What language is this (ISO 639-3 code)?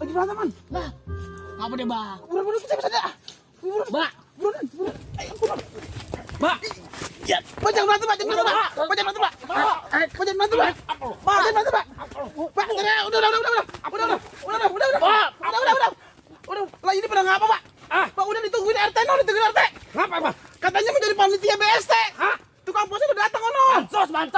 bew